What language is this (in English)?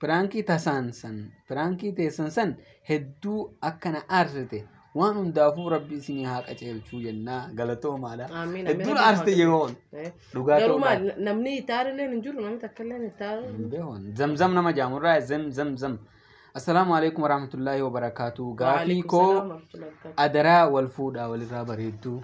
Oromo